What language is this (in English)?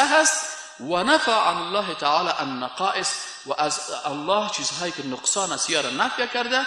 Persian